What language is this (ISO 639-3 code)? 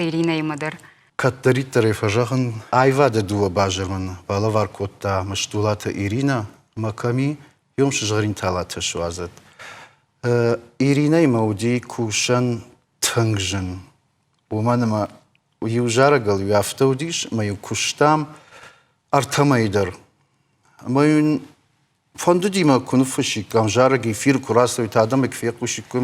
oss